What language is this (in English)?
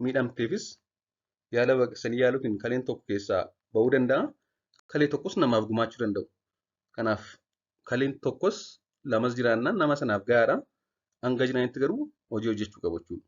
Oromo